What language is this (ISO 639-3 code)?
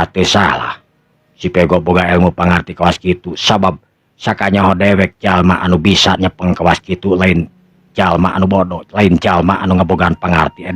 sun